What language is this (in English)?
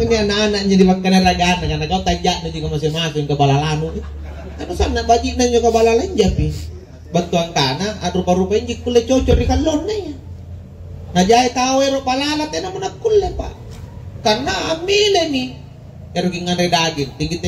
Makasar